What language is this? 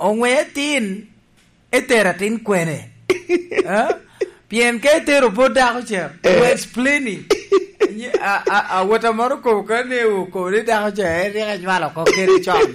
Lango (Uganda)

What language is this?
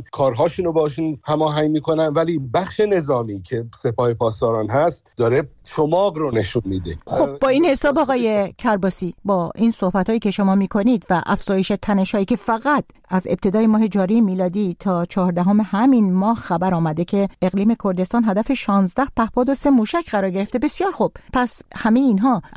Persian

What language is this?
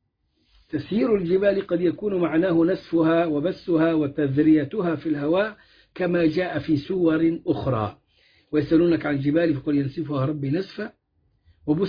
Arabic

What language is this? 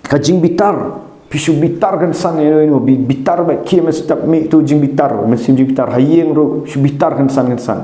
Khasi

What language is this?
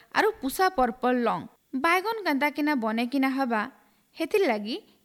Odia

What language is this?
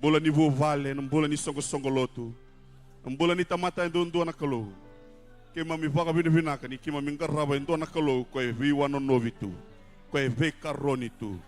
Fijian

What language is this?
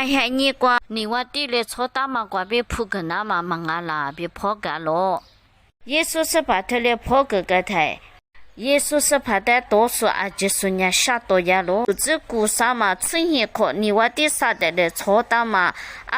Lisu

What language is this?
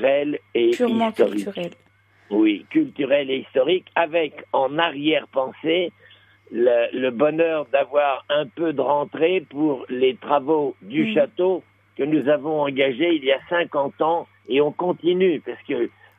French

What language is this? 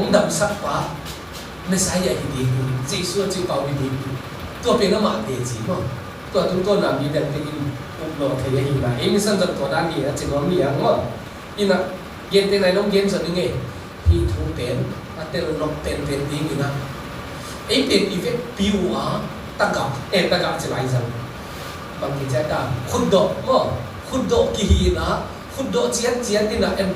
Tedim Chin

